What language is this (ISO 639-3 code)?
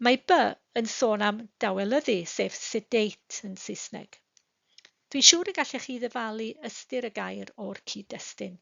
cym